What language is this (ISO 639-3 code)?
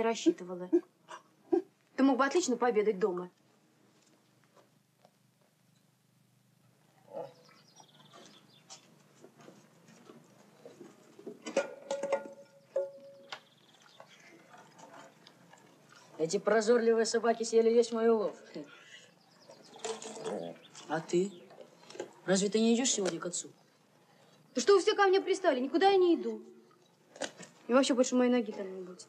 rus